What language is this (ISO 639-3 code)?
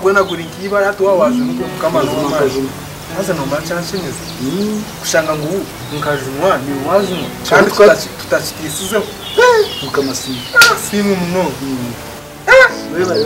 nyn